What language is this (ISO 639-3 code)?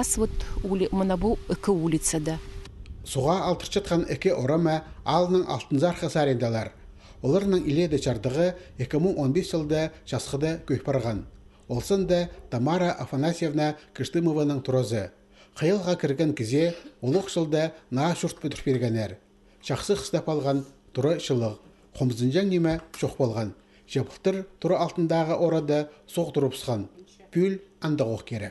kjh